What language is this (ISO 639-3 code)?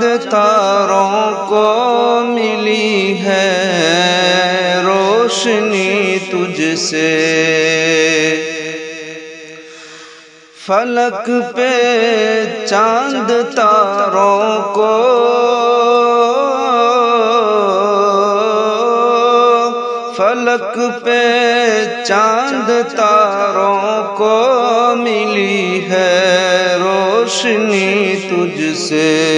urd